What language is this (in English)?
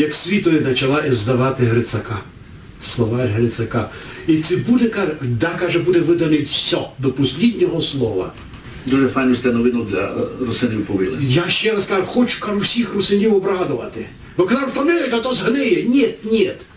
Rusyn